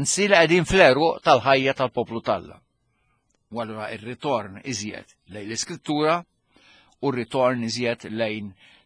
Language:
Maltese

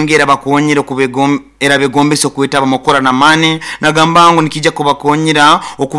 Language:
Nyoro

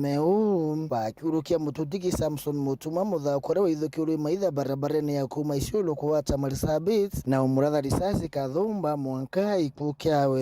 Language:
Meru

